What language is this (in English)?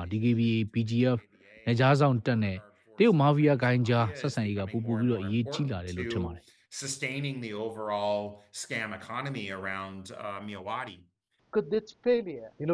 Burmese